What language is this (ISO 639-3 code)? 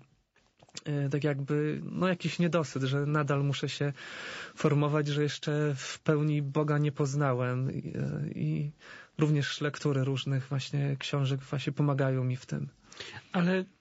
pol